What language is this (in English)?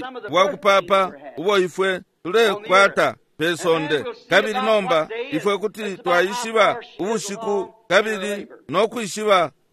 Bemba